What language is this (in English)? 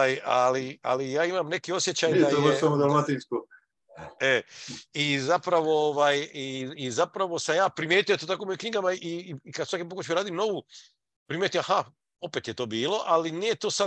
Croatian